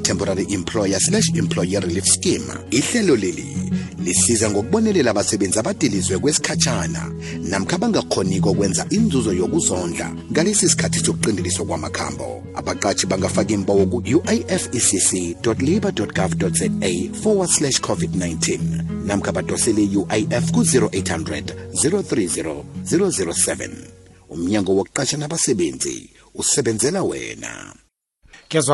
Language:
South Ndebele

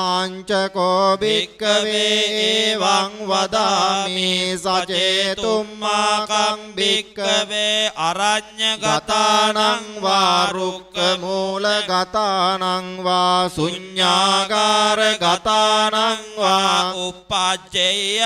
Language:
Pali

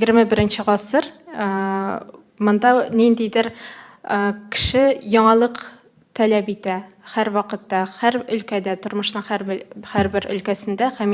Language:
Tatar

